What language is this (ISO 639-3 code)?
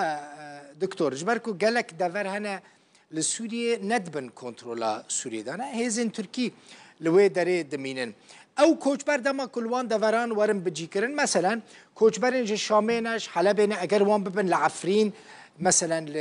kur